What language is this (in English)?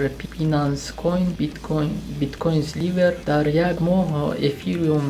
Tajik